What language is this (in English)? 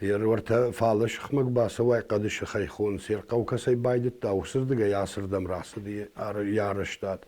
Ossetic